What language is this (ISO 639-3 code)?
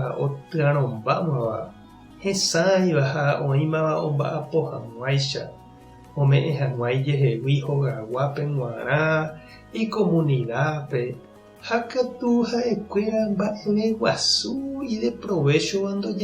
grn